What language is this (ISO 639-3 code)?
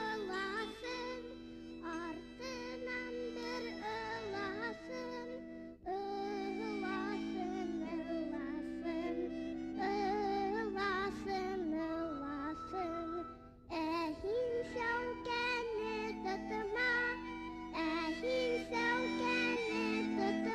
bak